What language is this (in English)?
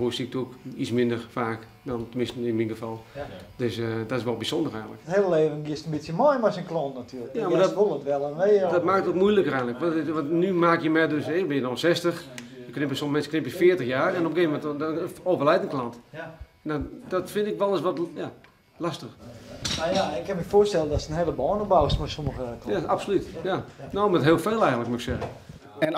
Western Frisian